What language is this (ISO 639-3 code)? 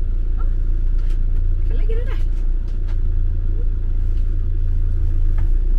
swe